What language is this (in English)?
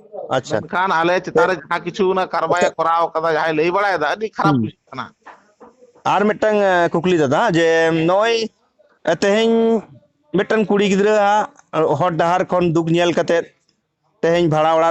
Santali